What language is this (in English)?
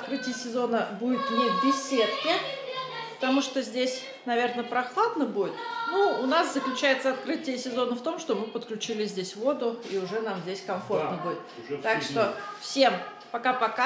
Russian